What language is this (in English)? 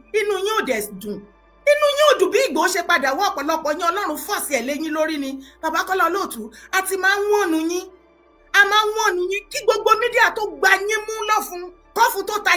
Yoruba